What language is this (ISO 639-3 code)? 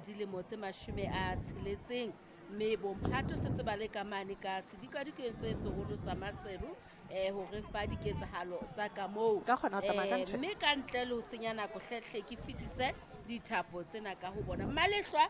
sot